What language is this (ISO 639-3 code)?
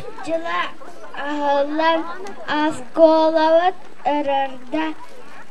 sah